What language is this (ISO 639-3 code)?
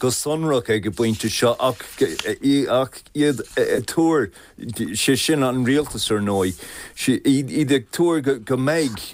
gle